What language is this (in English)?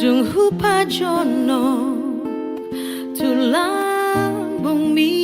Batak Toba